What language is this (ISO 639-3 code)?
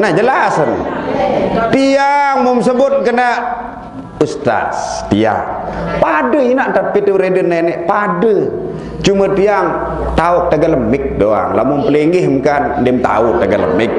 sas